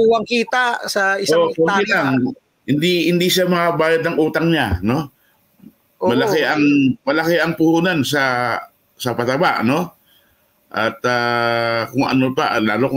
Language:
Filipino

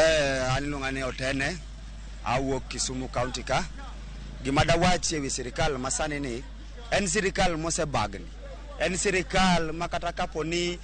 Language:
Luo (Kenya and Tanzania)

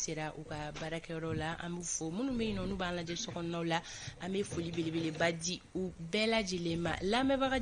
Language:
Bambara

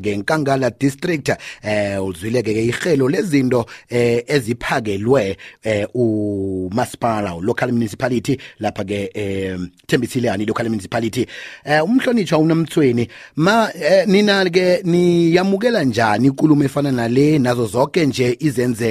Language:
South Ndebele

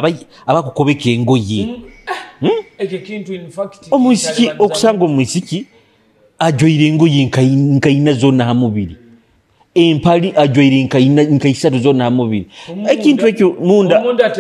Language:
Nyoro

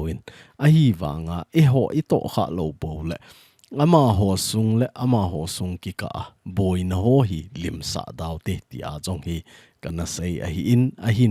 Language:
Thado Chin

